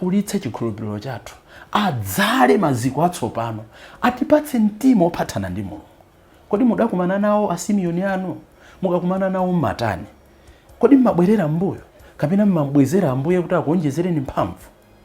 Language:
Nyanja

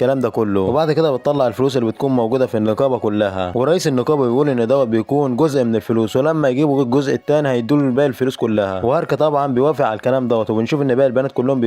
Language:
Egyptian Arabic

